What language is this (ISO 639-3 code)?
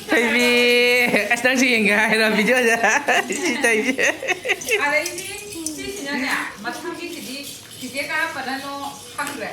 mni